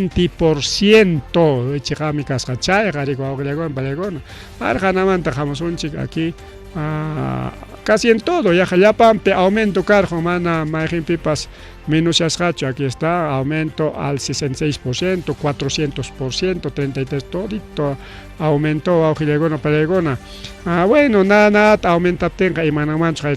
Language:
Ayacucho Quechua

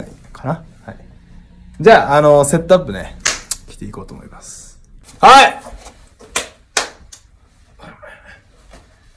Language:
Japanese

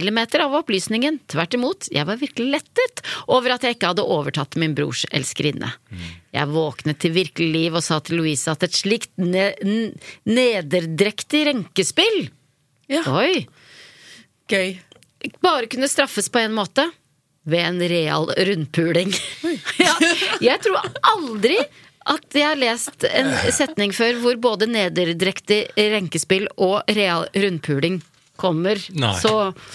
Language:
Norwegian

